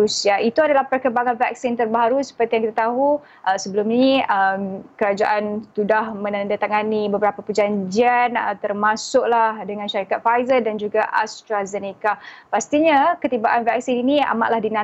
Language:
Malay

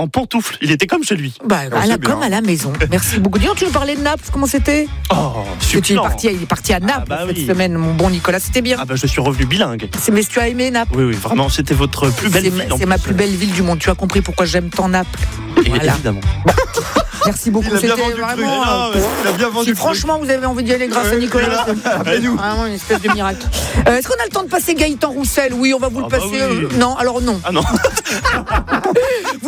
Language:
French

